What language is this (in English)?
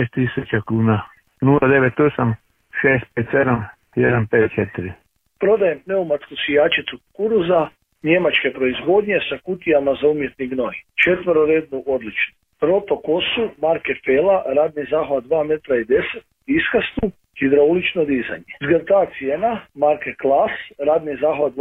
Croatian